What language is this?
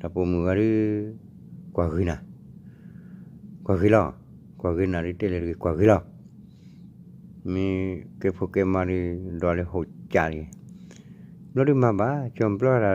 S'gaw Karen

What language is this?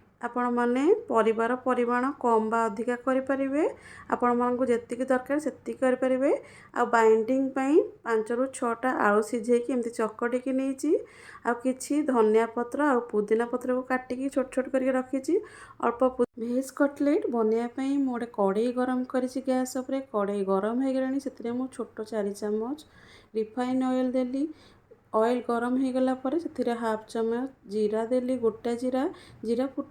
Odia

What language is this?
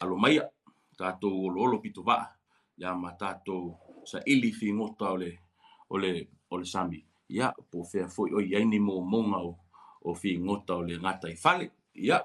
Samoan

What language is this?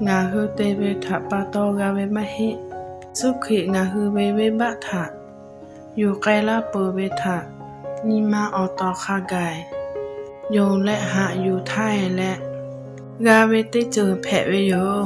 Lahu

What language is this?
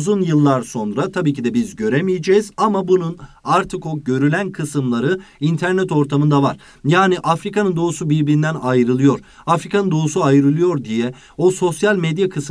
Turkish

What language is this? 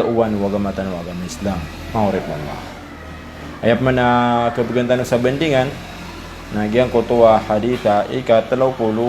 Maranao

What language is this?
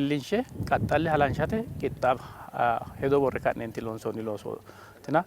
Sidamo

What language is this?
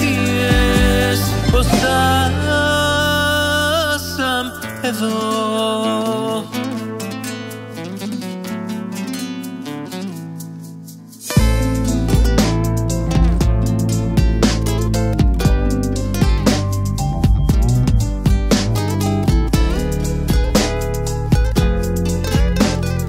Greek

